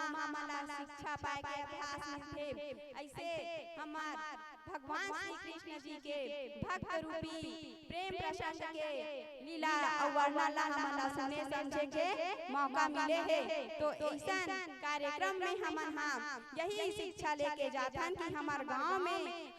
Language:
Chhattisgarhi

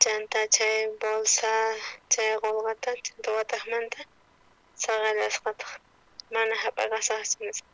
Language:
South Bolivian Quechua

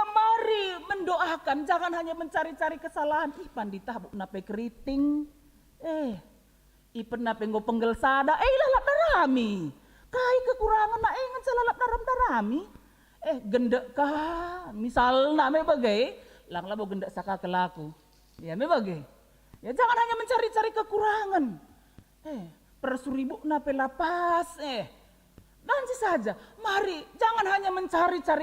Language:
Batak Karo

